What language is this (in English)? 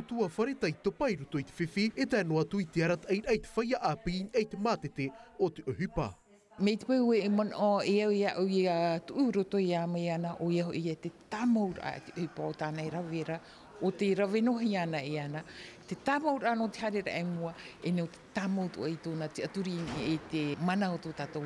Tahitian